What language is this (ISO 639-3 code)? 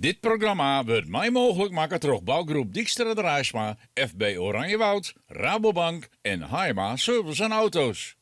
fry